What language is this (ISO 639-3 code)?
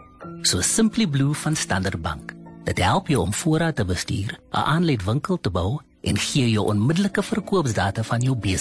afr